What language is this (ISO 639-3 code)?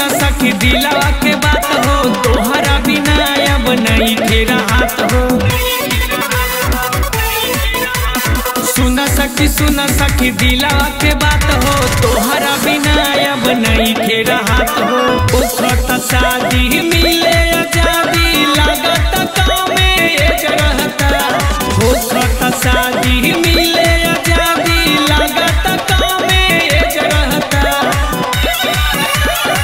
bho